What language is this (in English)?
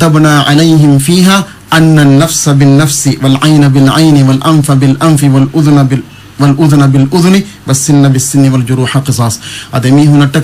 Divehi